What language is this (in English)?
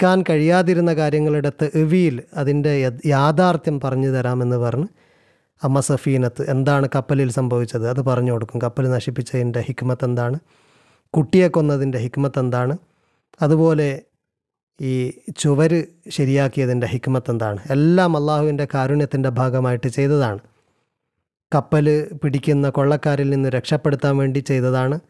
Malayalam